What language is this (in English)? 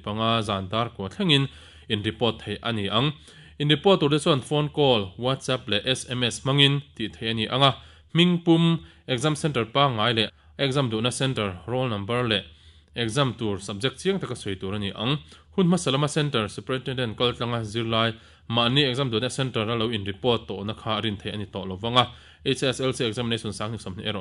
Mizo